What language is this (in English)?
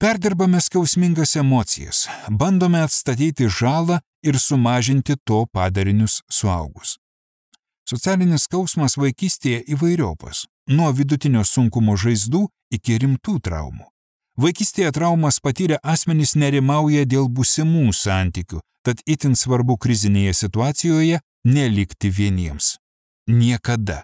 Lithuanian